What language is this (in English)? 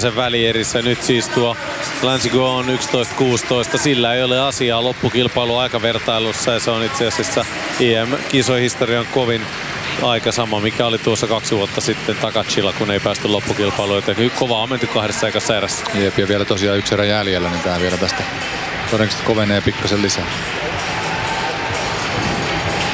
Finnish